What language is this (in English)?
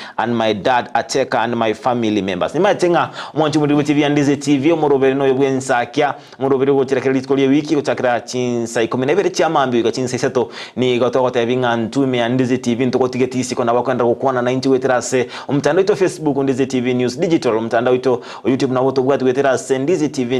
Gusii